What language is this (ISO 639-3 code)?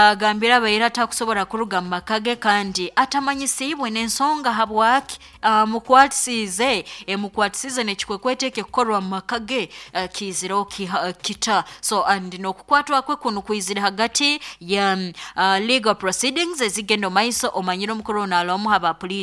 nyo